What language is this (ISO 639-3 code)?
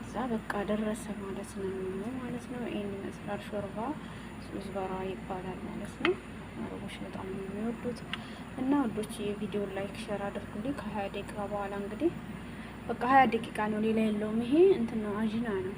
amh